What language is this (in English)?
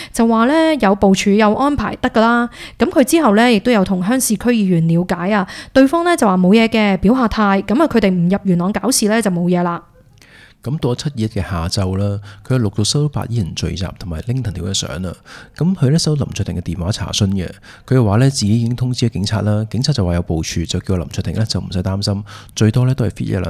Cantonese